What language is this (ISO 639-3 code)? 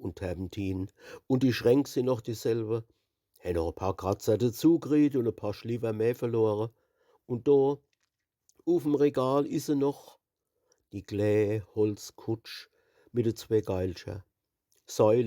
pfl